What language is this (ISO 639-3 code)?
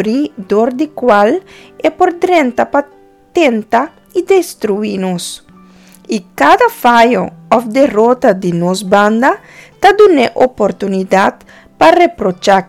pap